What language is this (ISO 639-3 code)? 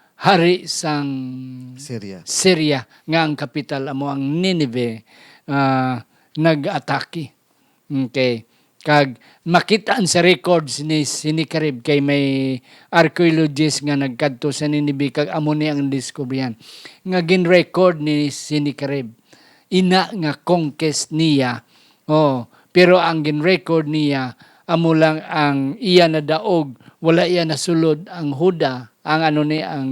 hil